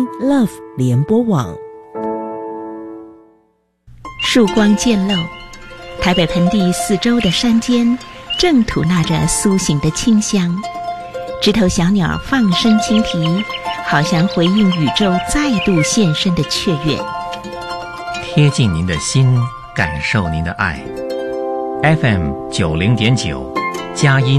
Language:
Chinese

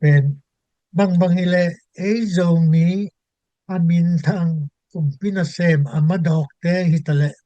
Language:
Tedim Chin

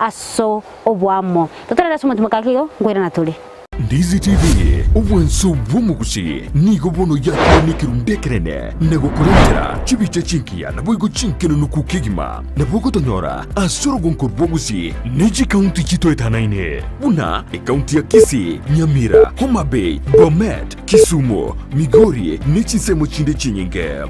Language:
Gusii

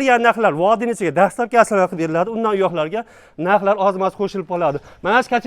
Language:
Uzbek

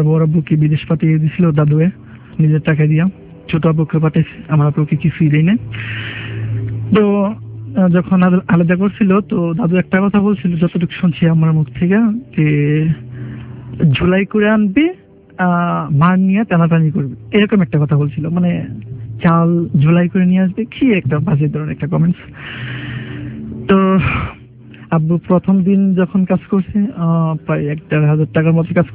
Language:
Bangla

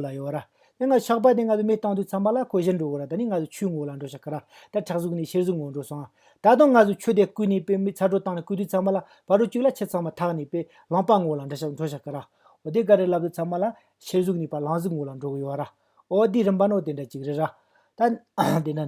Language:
Tibetan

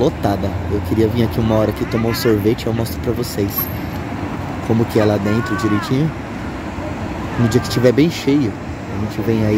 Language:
Portuguese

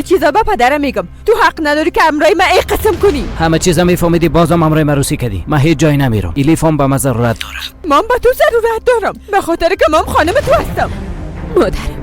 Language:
Persian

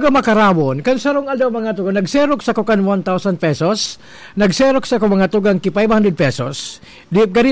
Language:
Bikol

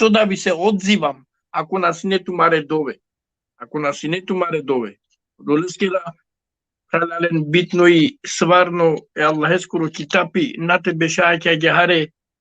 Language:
Balkan Romani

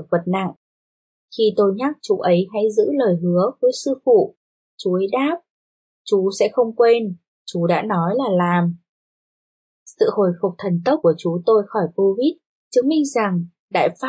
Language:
Vietnamese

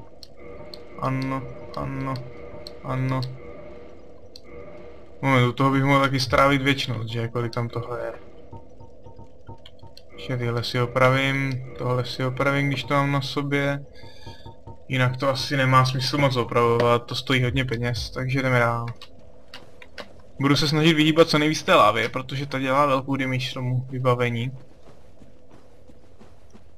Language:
Czech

